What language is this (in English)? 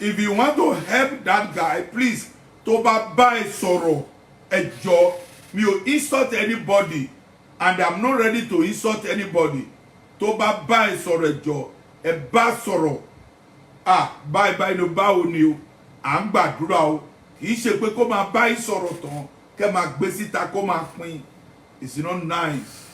Yoruba